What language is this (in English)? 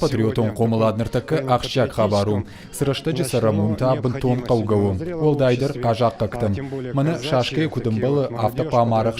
Ossetic